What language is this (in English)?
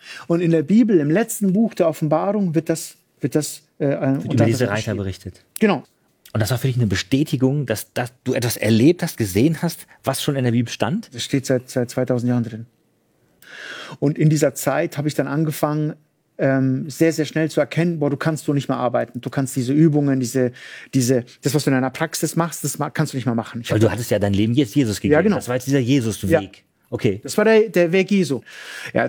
German